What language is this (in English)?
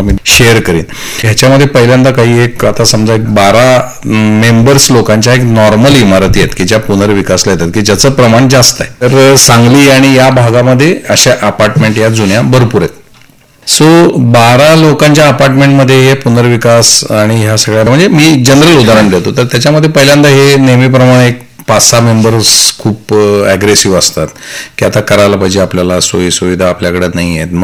Marathi